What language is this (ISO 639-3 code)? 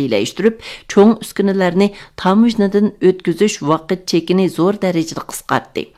uig